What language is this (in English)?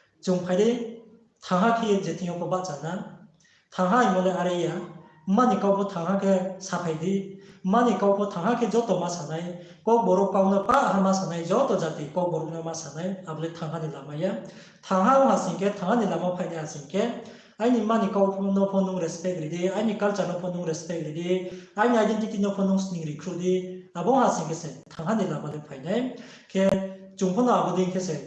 Riang (India)